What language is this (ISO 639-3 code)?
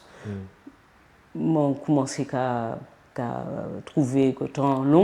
gcf